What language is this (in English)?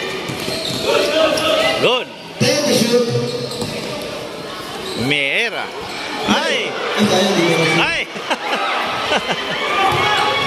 Filipino